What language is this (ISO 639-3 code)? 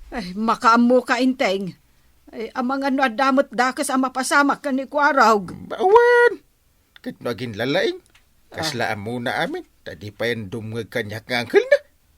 ilo